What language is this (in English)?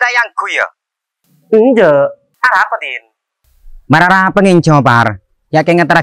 Madurese